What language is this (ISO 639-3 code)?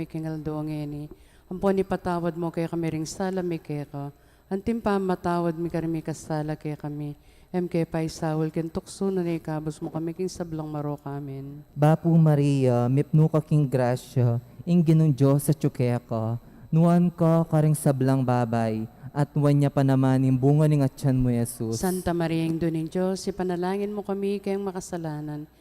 pam